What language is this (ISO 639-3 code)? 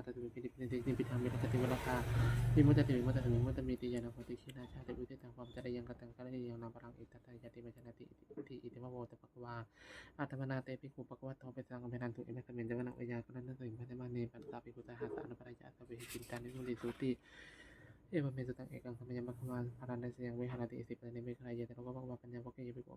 pli